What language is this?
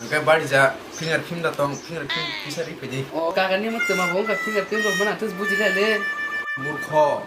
Kok Borok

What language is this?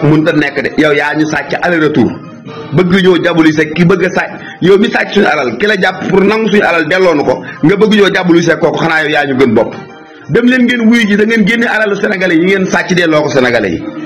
Wolof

